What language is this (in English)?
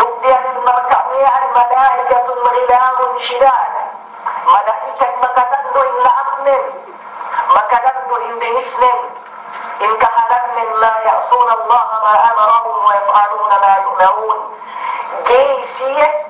Yakan